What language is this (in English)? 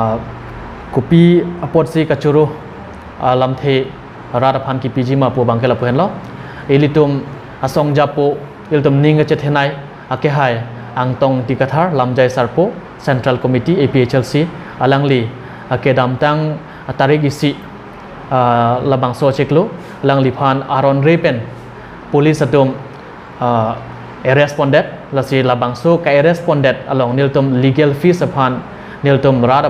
Karbi